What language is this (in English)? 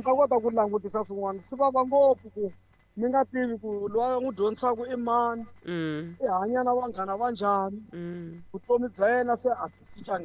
Tsonga